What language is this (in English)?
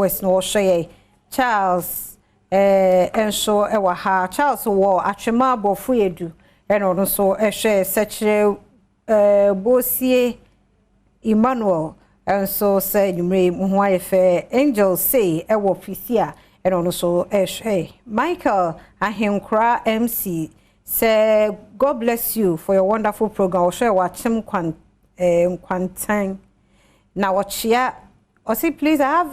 Akan